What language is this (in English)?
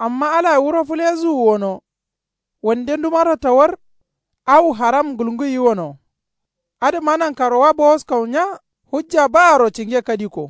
Kanuri